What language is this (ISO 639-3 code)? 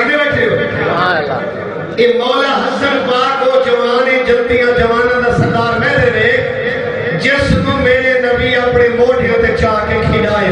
skr